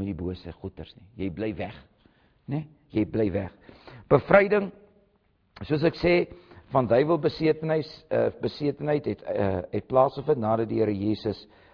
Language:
Afrikaans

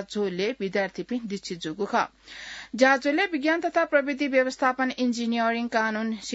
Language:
Newari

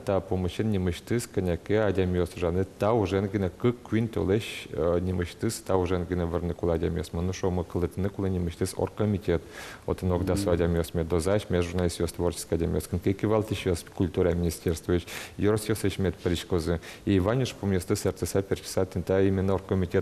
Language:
Udmurt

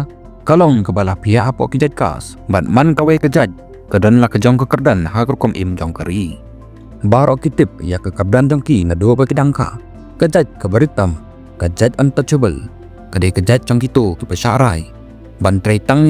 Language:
Khasi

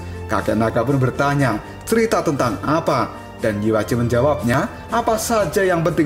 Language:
Indonesian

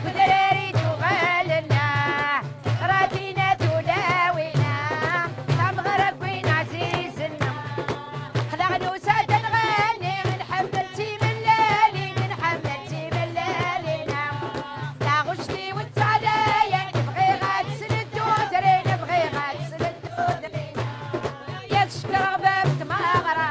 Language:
Kabyle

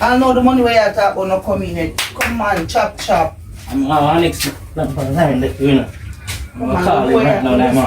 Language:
Jamaican Creole English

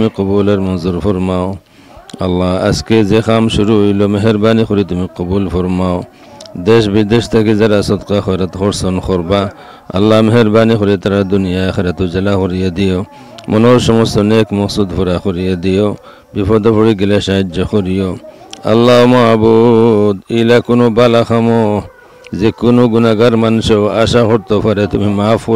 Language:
Sylheti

